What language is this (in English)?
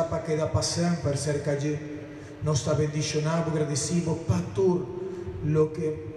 Papiamento